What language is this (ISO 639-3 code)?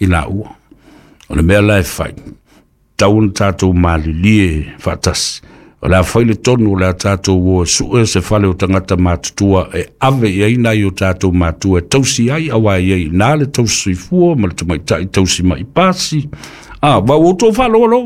smo